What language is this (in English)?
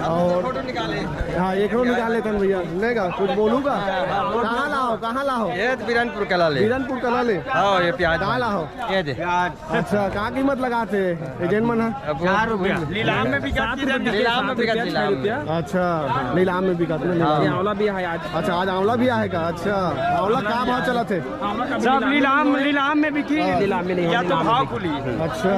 Chhattisgarhi